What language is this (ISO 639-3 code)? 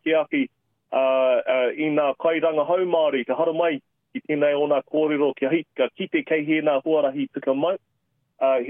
mri